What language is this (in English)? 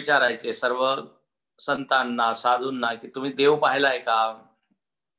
Marathi